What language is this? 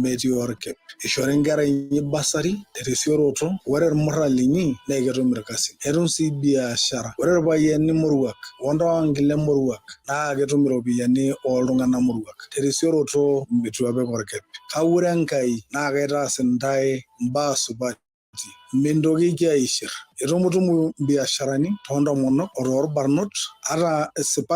Masai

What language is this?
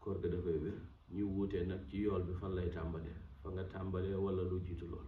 Wolof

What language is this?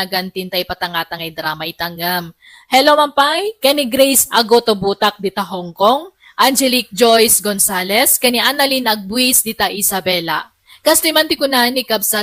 Iloko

